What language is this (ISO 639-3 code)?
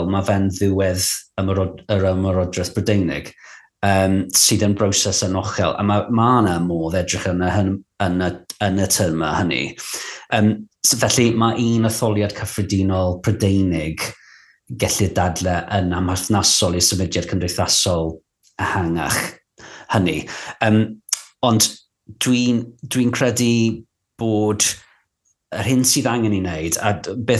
cym